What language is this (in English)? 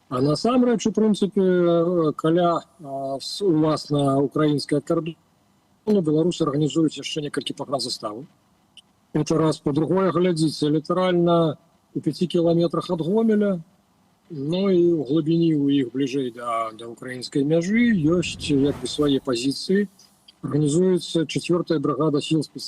Belarusian